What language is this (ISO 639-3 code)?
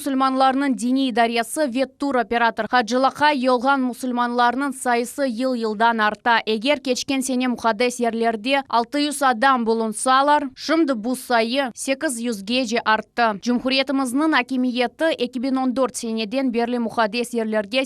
crh